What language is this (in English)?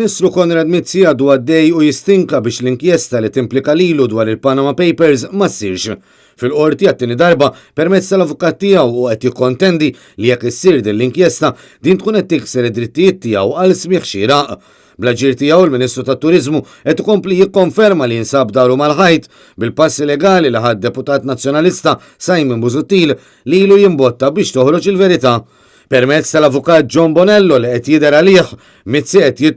Maltese